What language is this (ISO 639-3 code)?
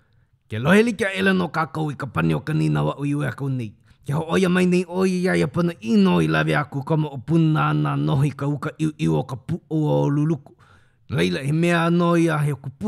haw